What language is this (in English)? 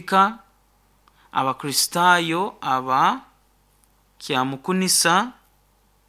Nyoro